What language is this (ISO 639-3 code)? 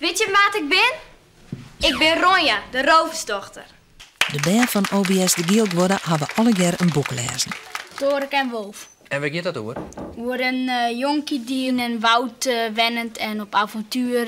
fry